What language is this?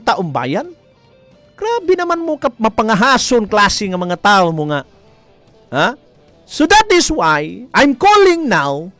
Cebuano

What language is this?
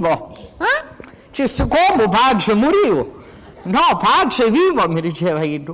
Sicilian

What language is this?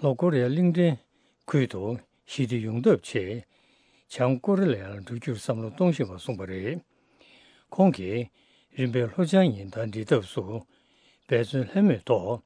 Tibetan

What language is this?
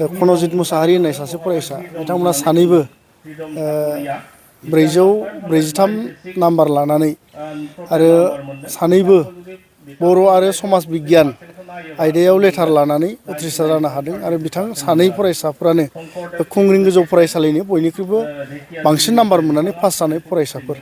Bodo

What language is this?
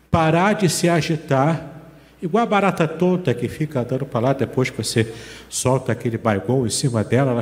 Portuguese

